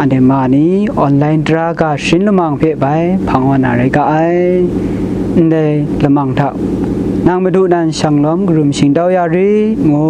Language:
Kachin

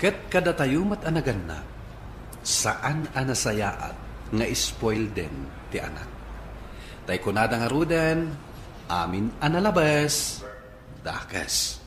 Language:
Iloko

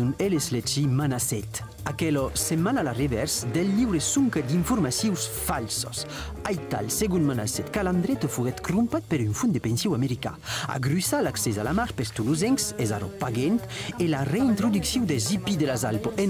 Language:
Occitan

